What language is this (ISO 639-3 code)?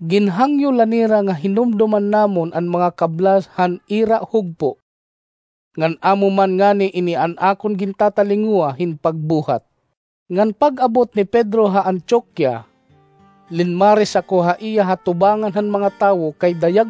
war